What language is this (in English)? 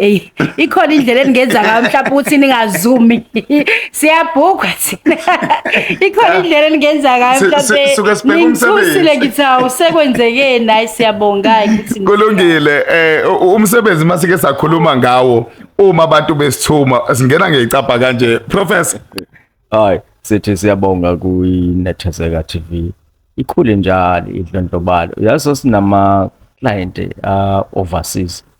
Zulu